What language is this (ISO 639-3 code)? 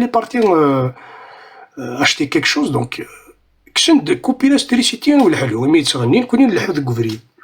kab